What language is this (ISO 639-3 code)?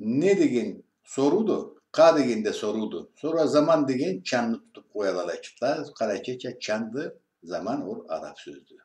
krc